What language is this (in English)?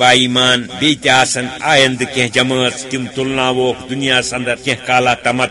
Kashmiri